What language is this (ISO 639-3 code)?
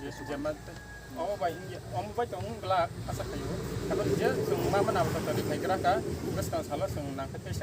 trp